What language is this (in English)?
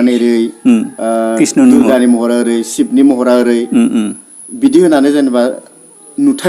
Bodo